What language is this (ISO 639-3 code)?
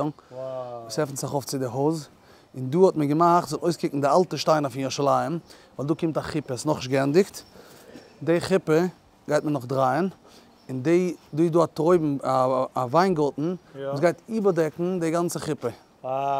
yid